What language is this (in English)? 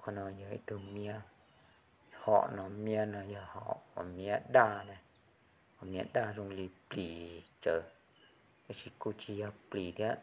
Hmong